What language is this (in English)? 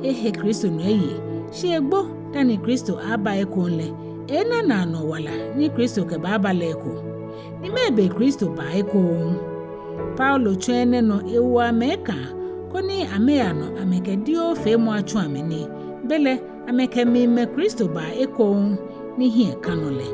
Ga